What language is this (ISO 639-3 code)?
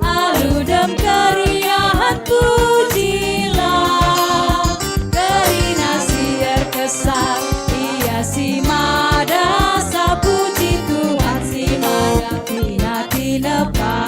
btx